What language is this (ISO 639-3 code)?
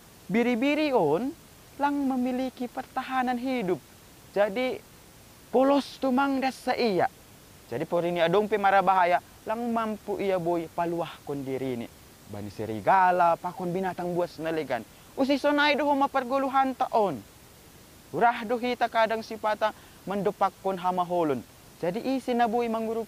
bts